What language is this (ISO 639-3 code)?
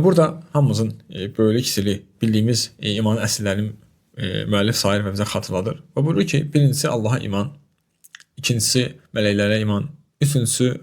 aze